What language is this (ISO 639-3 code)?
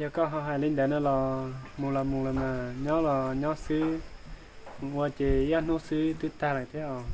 hmn